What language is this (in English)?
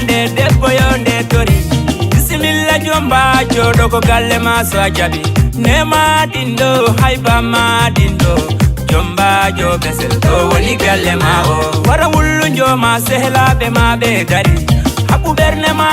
Fula